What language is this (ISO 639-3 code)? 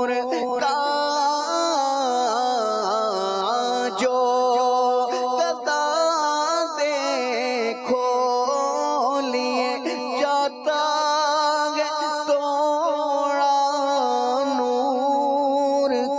urd